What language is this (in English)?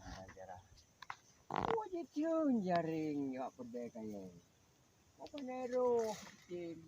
Achinese